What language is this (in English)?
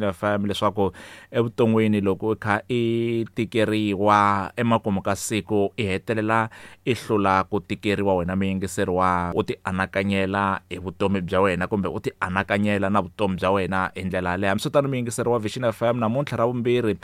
Tsonga